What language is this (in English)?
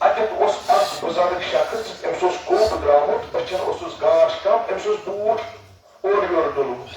Kashmiri